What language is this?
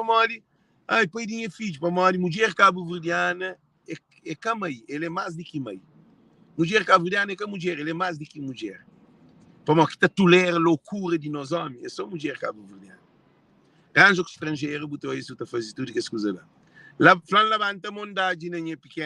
Kabuverdianu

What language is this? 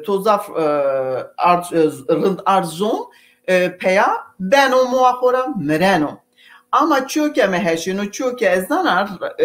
Zaza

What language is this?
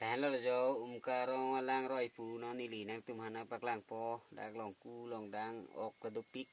Karbi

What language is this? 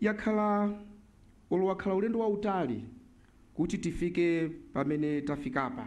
Nyanja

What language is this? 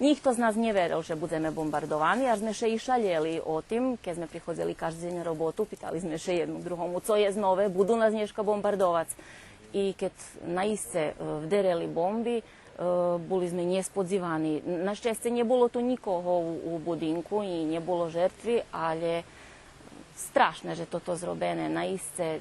Rusyn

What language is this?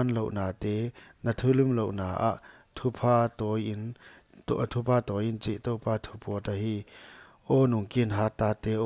Paite Chin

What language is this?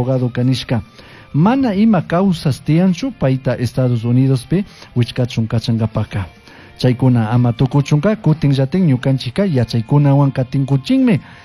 Chimborazo Highland Quichua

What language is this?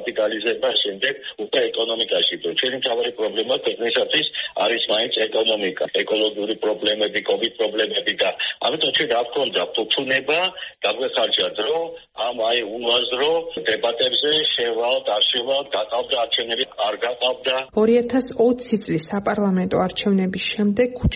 Georgian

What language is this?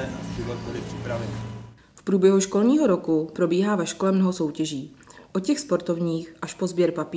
Czech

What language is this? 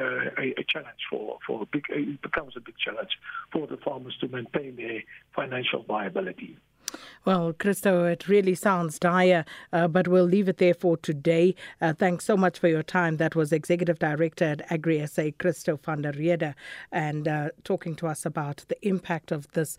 English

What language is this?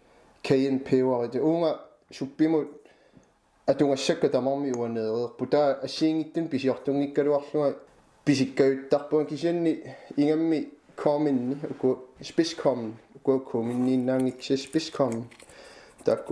Kalaallisut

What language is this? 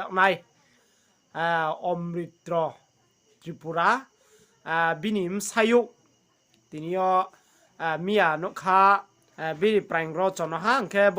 Riang (India)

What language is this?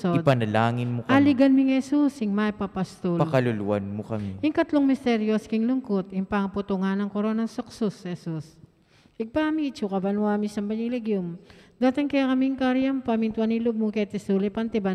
Pampanga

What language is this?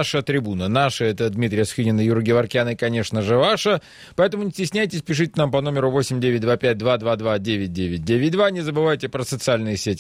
Russian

